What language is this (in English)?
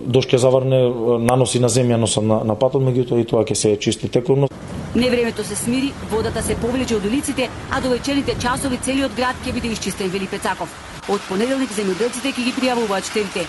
Macedonian